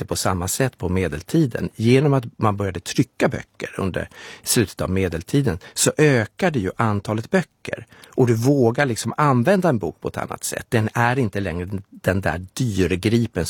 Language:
Swedish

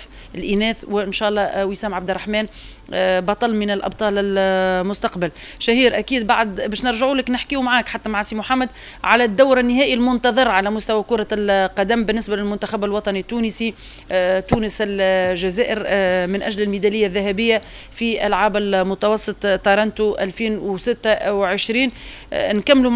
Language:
Tunisian Arabic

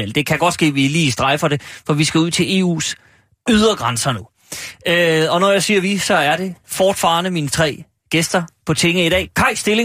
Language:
Danish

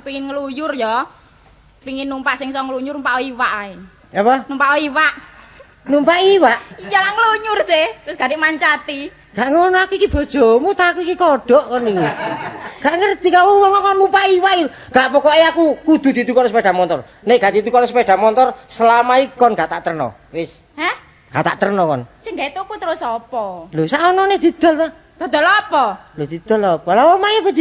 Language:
Javanese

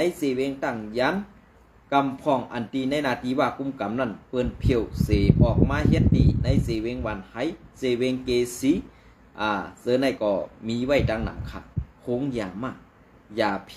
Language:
Shan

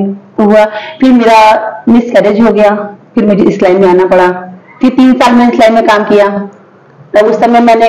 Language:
Hindi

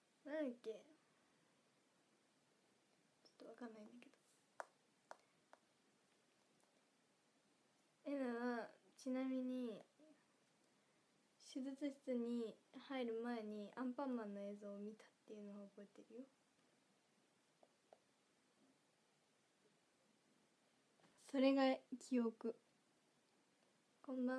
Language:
Japanese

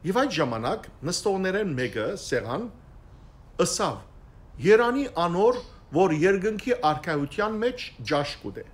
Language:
Western Armenian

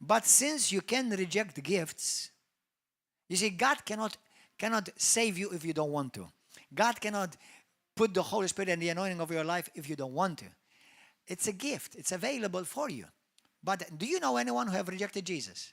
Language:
English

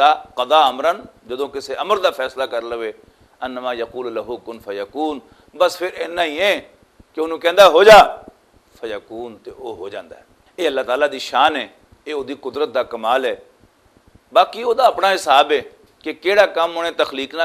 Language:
Western Panjabi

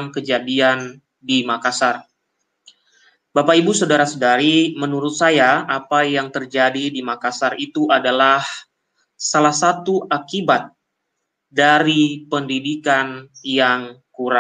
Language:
Indonesian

